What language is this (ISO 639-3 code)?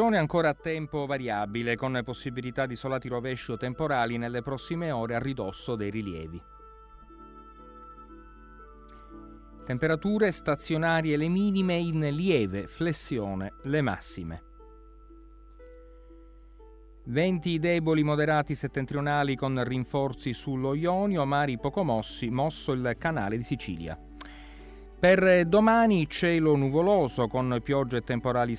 ita